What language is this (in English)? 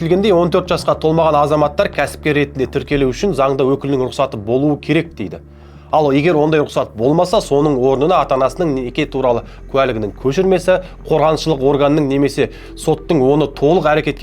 Kazakh